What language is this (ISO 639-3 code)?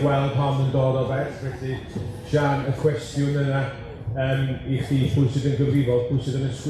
cym